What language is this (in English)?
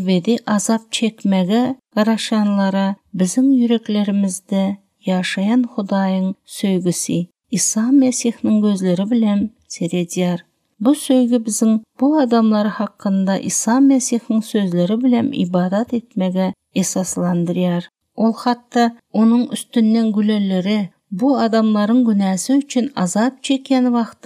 Turkmen